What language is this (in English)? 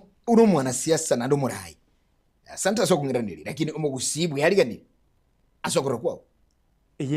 Gusii